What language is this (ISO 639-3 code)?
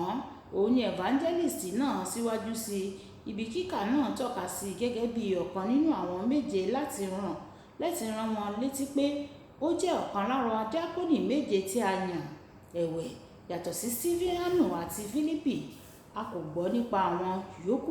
yor